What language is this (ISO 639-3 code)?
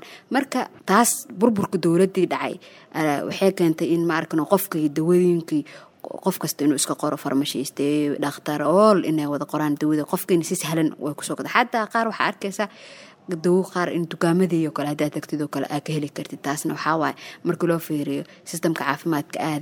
som